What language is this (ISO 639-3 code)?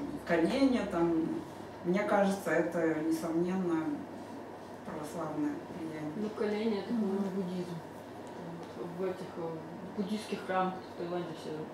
rus